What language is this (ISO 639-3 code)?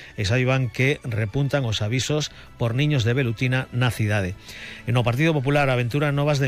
glg